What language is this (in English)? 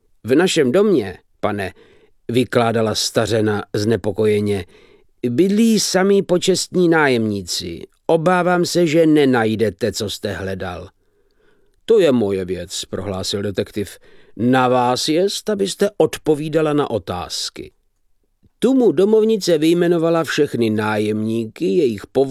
Czech